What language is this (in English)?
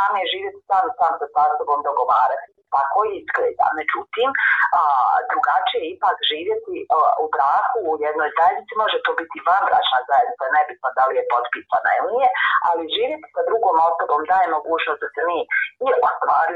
Bosnian